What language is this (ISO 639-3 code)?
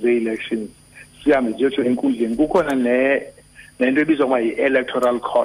xho